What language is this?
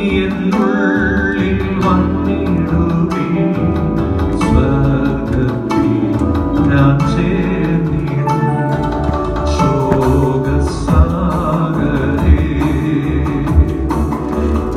Malayalam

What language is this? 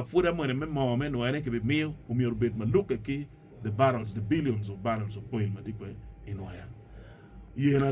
Acoli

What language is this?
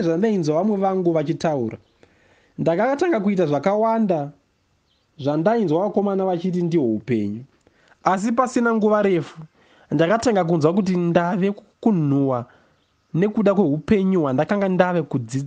Shona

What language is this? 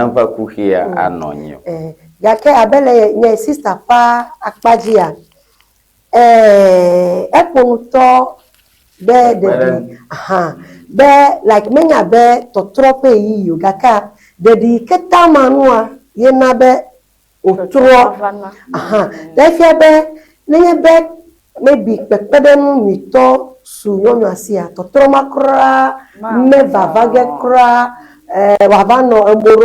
Ewe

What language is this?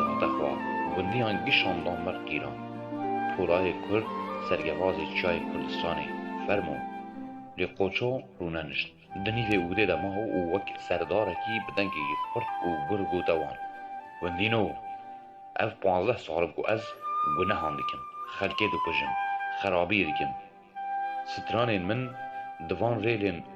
Kurdish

